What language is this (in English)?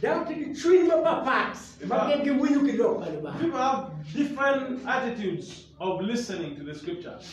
Acoli